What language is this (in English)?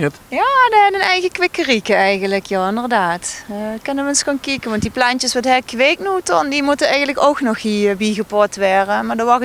Limburgish